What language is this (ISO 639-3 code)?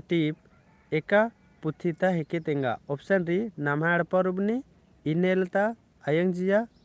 kru